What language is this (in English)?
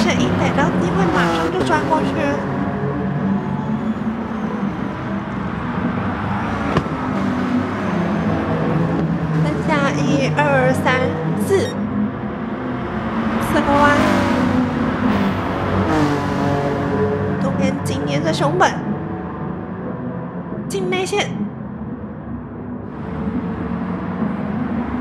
Chinese